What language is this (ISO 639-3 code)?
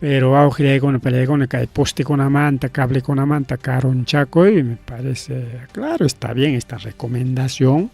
quy